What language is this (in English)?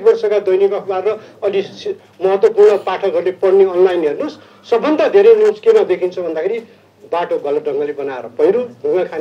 Nepali